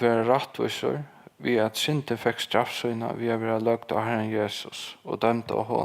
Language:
Faroese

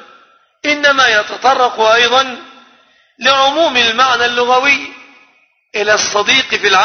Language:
Arabic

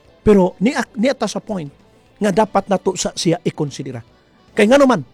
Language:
Cebuano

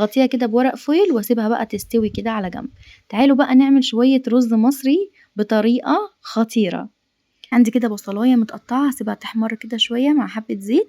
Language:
Egyptian Arabic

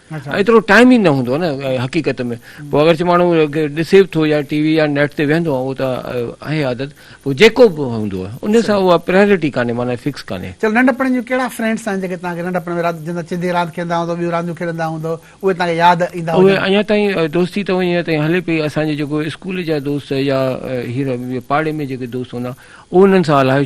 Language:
Sindhi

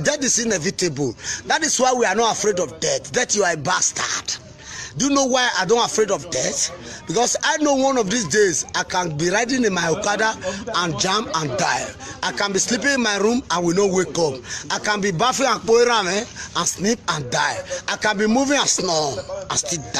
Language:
Nigerian Pidgin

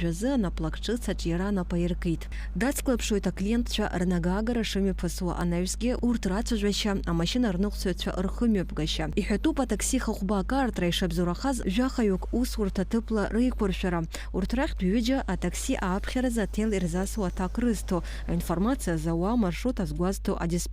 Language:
Abkhazian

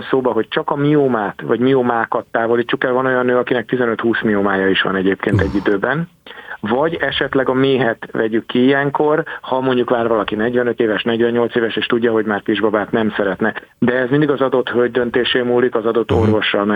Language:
Hungarian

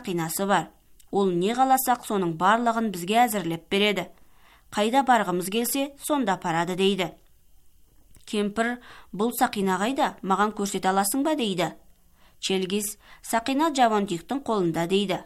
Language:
Kazakh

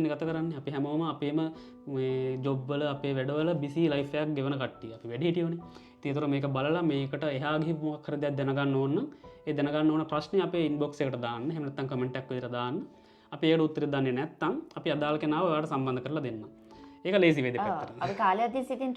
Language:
Sinhala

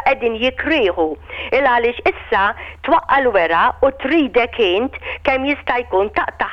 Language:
Maltese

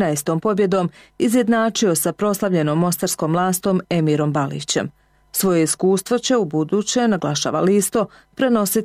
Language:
Bosnian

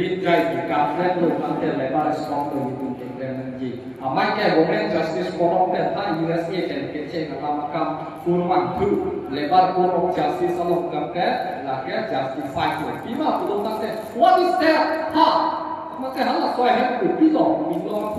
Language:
Karbi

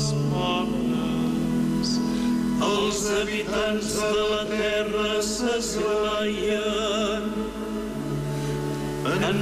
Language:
Catalan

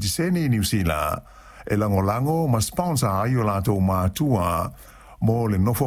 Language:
Samoan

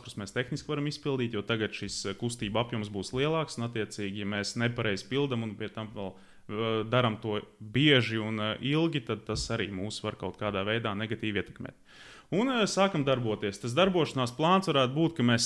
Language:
Latvian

